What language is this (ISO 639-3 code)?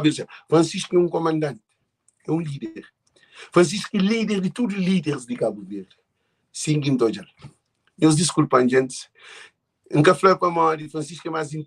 kea